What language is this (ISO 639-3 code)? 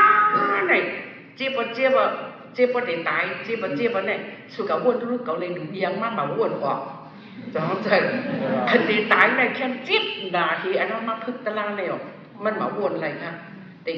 shn